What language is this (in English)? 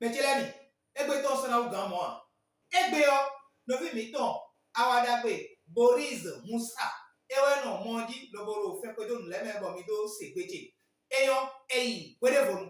Fon